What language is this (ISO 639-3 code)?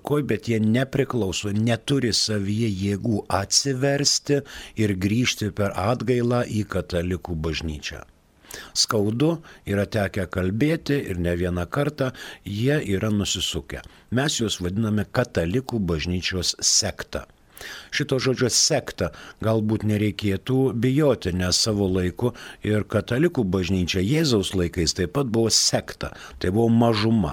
lit